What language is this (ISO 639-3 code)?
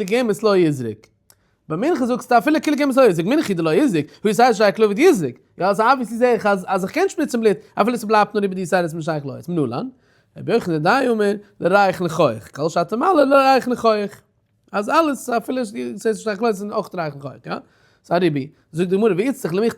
yid